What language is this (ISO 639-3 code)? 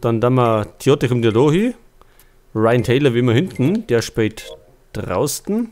bar